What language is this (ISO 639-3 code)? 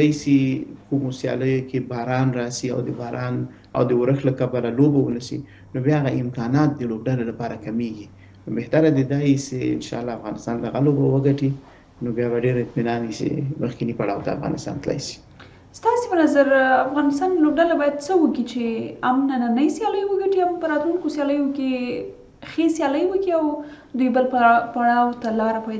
pus